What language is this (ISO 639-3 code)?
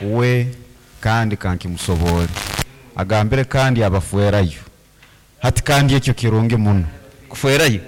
nyn